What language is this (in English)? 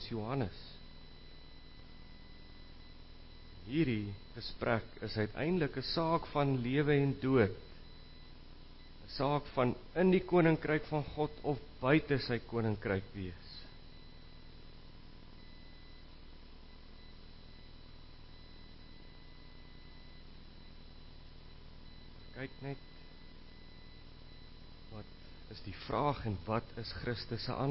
Afrikaans